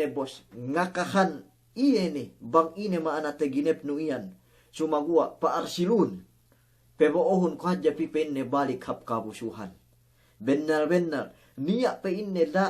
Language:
Yakan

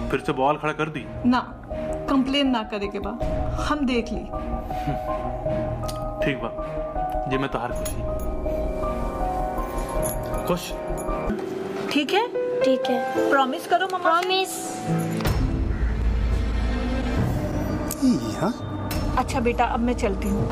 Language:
Bhojpuri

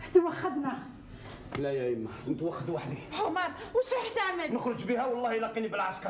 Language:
Algerian Arabic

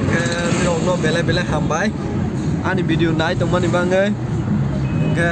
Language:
Kok Borok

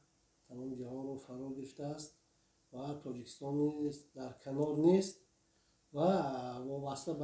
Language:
Tajik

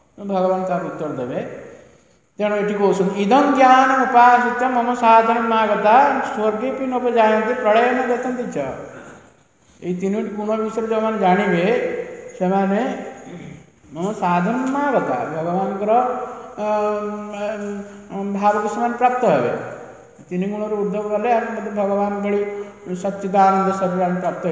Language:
Odia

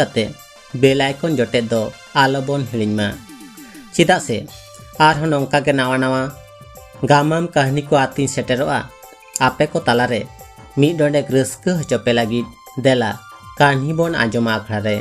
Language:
Santali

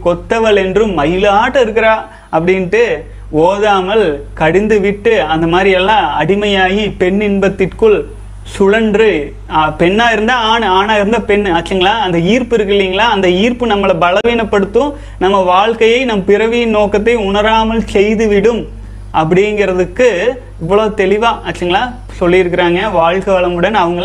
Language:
Tamil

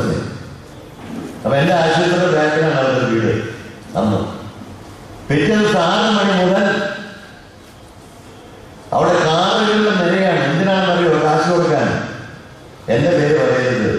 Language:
Malayalam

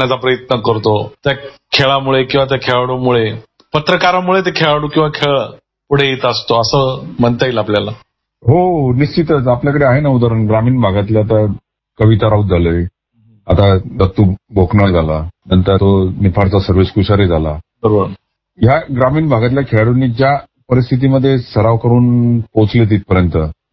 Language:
Marathi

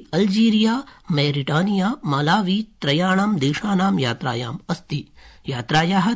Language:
Sanskrit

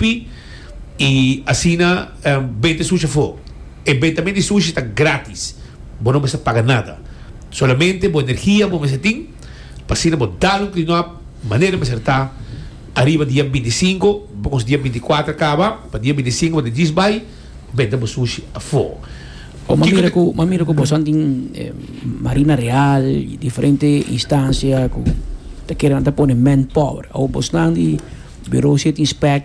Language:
Papiamento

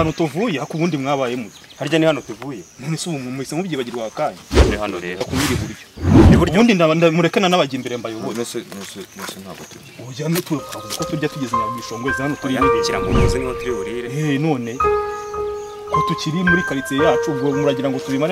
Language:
Kinyarwanda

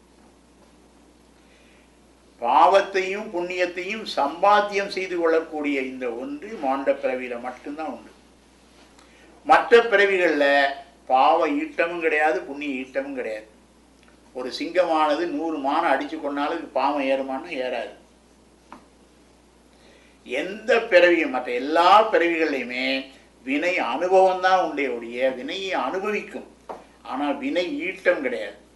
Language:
Tamil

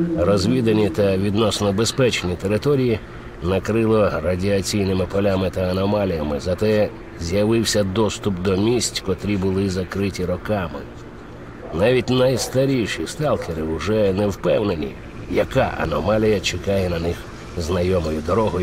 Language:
Ukrainian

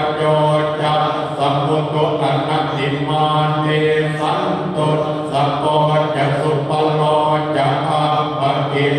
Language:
Pali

